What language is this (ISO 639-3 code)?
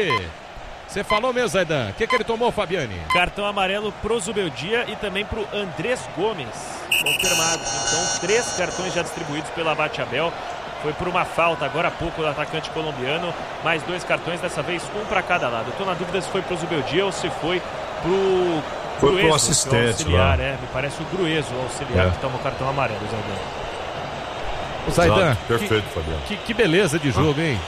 por